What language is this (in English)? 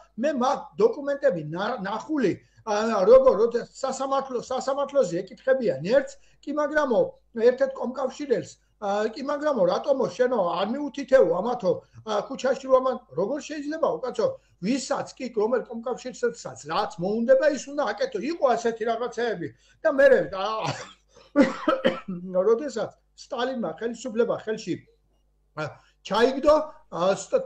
Georgian